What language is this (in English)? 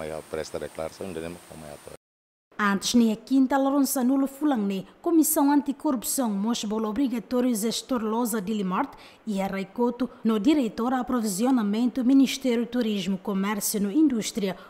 Tetum